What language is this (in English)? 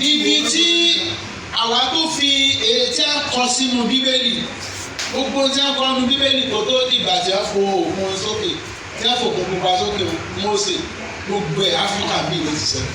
Yoruba